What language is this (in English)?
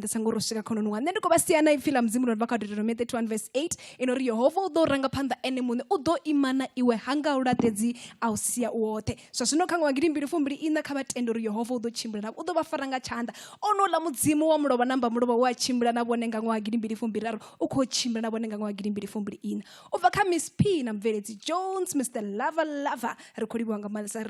Venda